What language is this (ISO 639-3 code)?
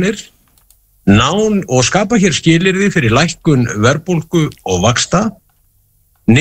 isl